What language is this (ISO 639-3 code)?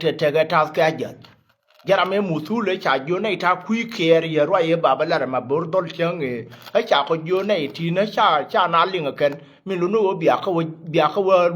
nus